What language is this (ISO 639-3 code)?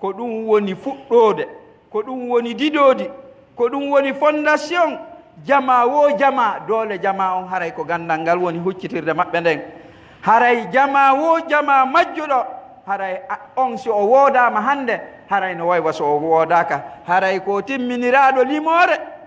fuf